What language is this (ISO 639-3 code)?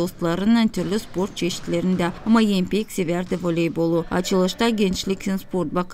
gag